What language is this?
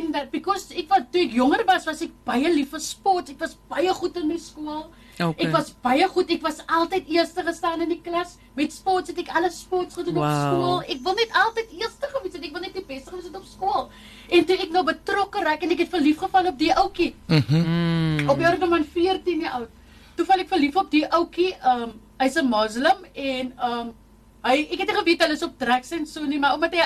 Afrikaans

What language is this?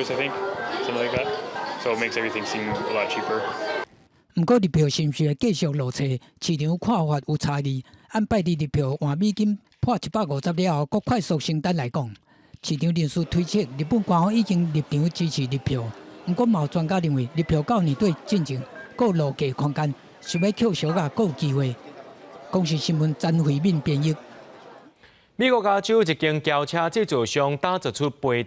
Min Nan Chinese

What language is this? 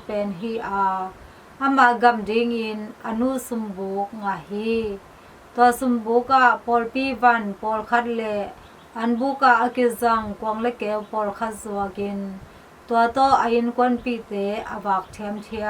Tedim Chin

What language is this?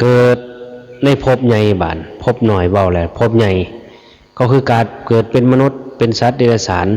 Northeastern Thai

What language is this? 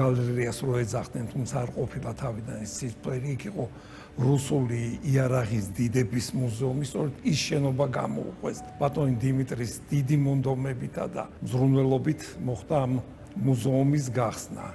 Georgian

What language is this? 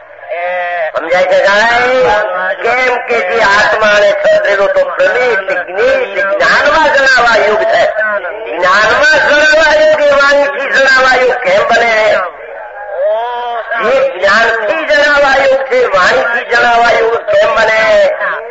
Gujarati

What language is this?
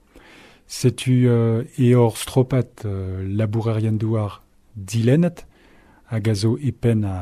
Breton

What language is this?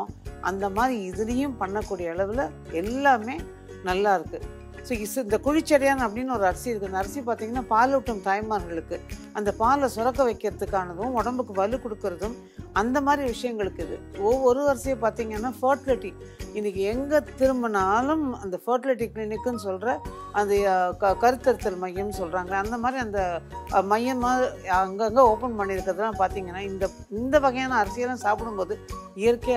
Tamil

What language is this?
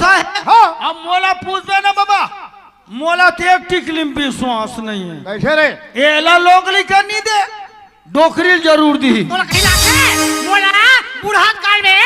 Chhattisgarhi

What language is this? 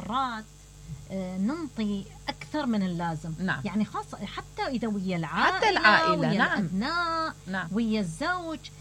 Mesopotamian Arabic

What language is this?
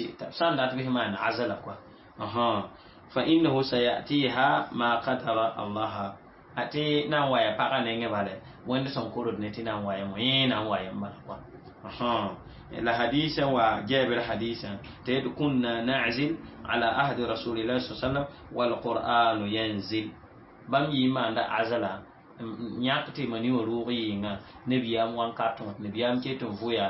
Mossi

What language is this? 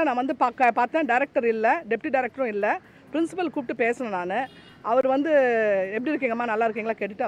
Tamil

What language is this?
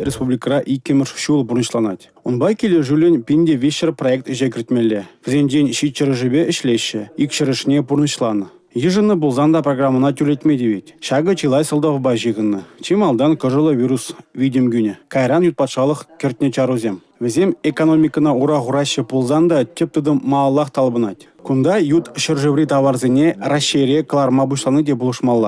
Chuvash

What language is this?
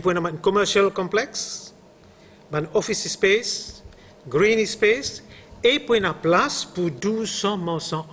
Morisyen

